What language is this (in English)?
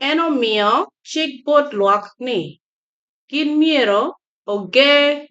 Acoli